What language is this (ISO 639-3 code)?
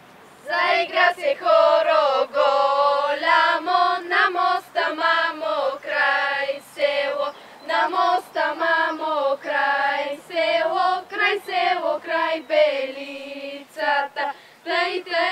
bul